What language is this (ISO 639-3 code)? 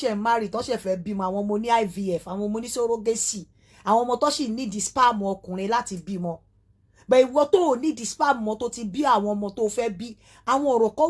yor